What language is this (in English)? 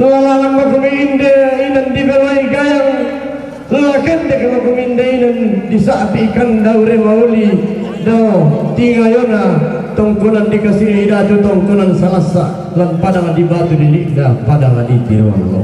Toraja-Sa'dan